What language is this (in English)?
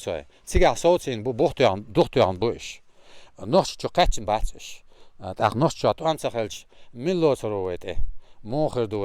Chechen